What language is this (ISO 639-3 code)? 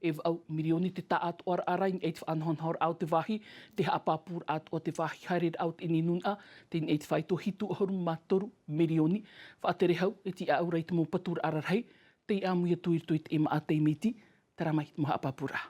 tah